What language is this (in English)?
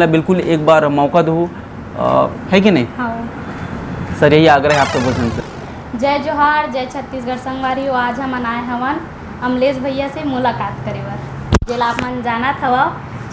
Chhattisgarhi